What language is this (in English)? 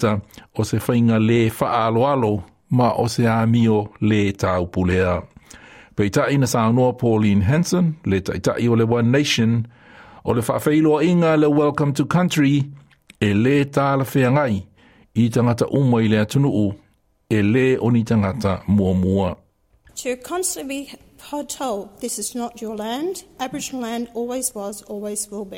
Samoan